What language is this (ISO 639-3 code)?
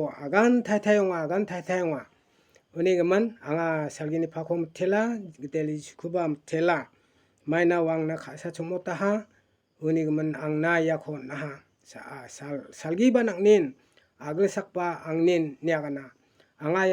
grt